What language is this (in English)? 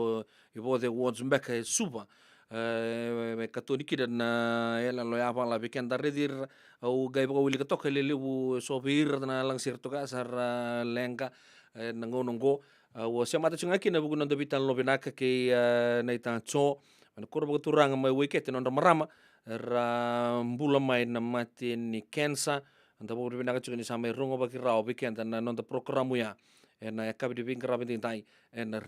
Fijian